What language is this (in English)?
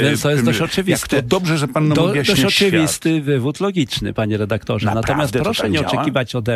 Polish